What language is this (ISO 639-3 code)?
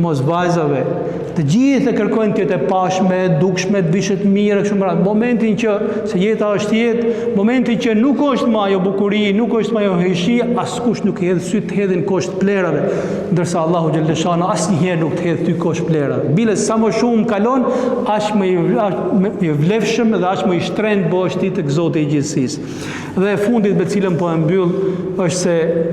sqi